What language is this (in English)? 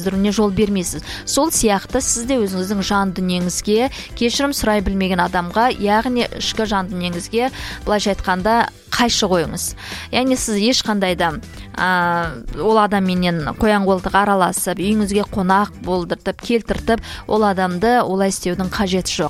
Kazakh